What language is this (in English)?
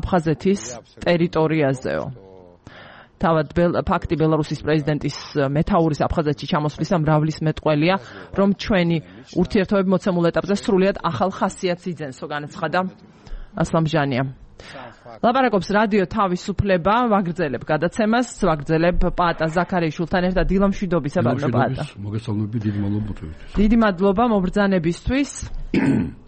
Georgian